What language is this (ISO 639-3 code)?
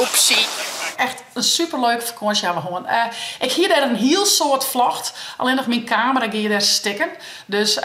fry